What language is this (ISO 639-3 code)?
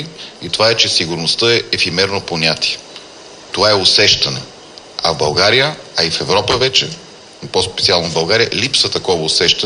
bul